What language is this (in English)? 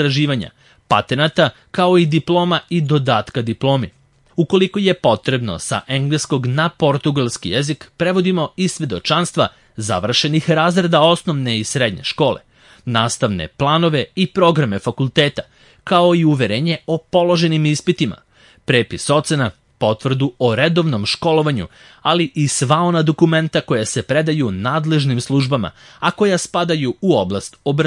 Serbian